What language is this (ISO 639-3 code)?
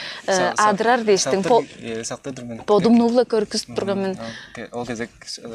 tyv